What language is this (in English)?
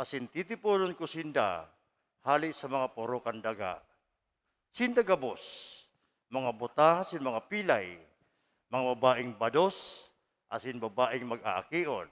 Bikol